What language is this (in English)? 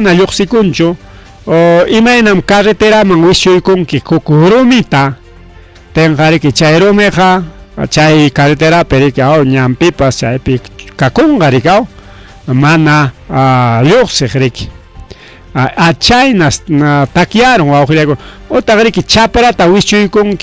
Ayacucho Quechua